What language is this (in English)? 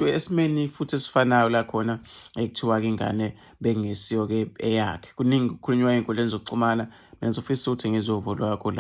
Zulu